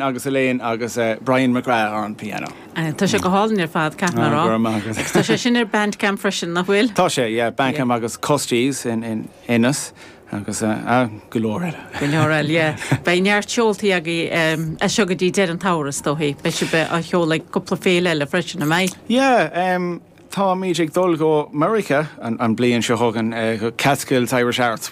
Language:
Irish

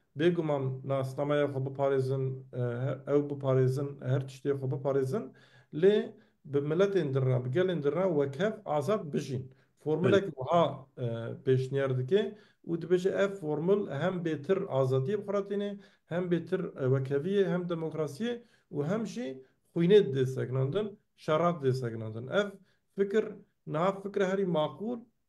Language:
Kurdish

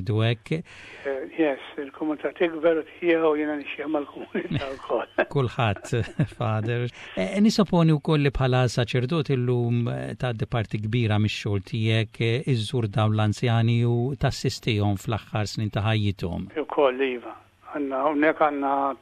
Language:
Maltese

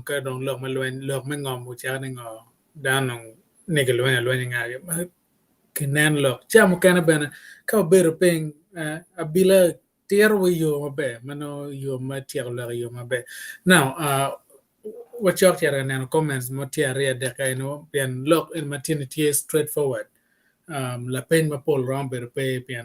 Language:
Acoli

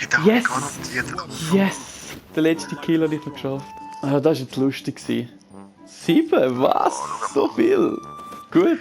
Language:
Swiss German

